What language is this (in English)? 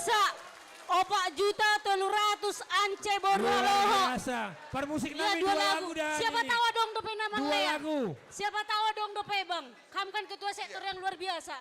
Batak Simalungun